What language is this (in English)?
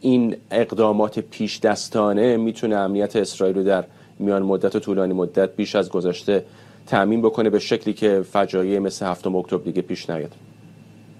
Persian